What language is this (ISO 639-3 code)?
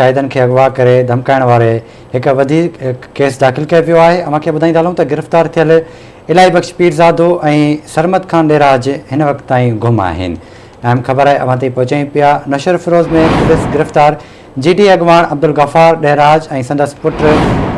snd